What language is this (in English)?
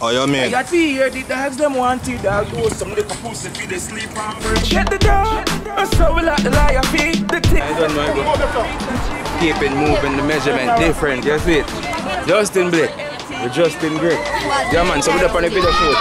Jamaican Creole English